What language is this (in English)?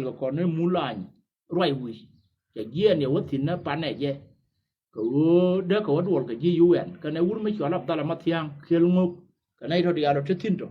Nuer